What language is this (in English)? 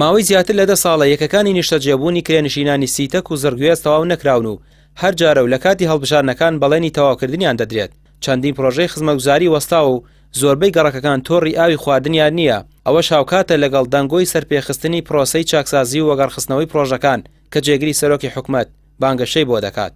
Central Kurdish